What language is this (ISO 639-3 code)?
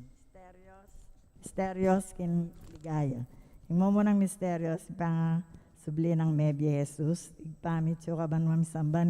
pam